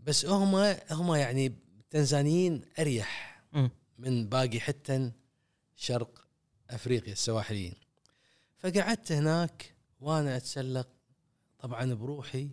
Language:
Gulf Arabic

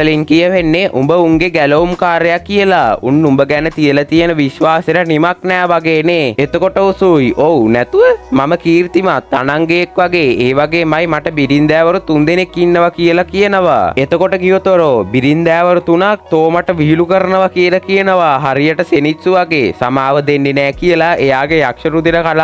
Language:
Sinhala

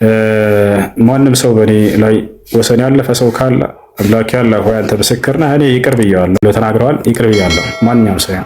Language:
Amharic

